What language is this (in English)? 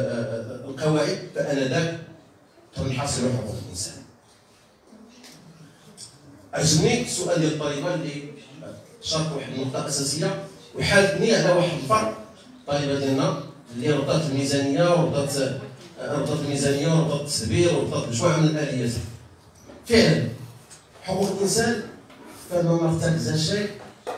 Moroccan Arabic